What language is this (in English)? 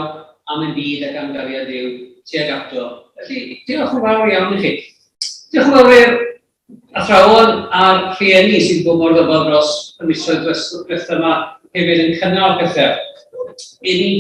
Welsh